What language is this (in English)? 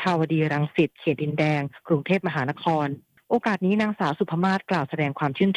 Thai